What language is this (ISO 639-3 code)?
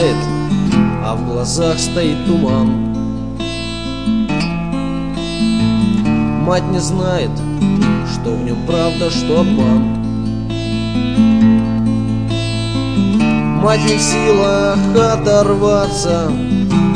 rus